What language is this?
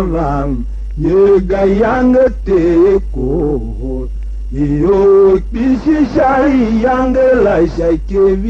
Tiv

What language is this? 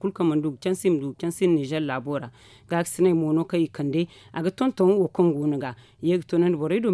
Zarma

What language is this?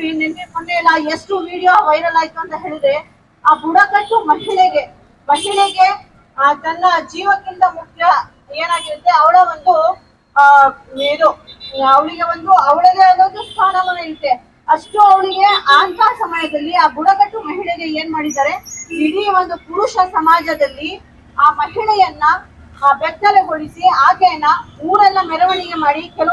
Kannada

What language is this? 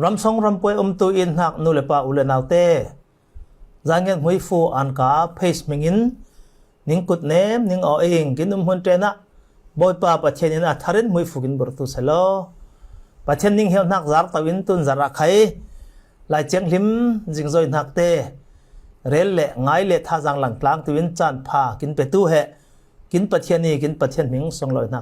Falam Chin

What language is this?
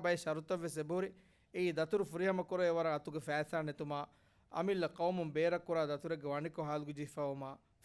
Divehi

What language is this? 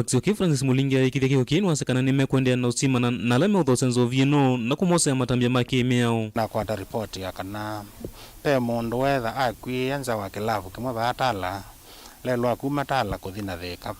Kamba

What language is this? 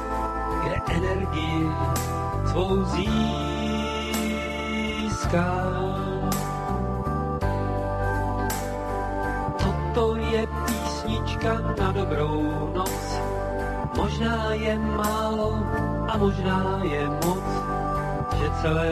Czech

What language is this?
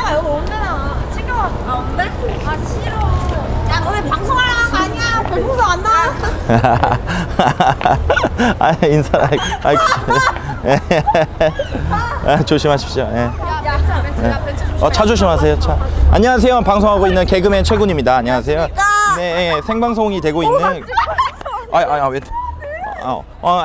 Korean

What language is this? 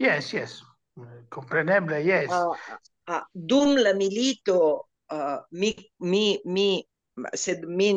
Esperanto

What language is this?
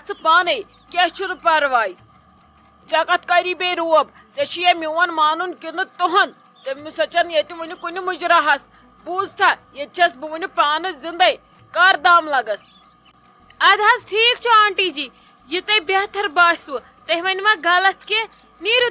Kashmiri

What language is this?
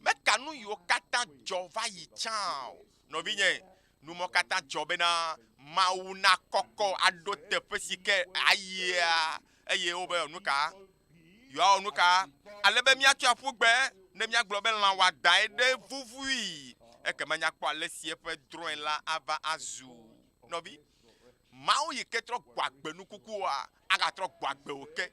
Ewe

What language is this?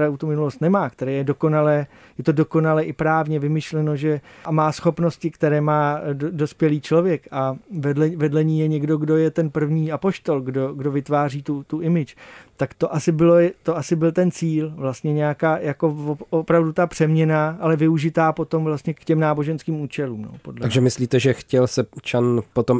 Czech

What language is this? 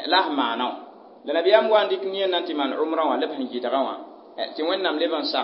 Mossi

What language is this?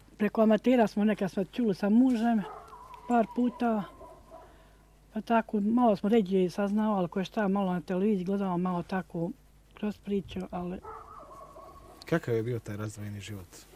Bosnian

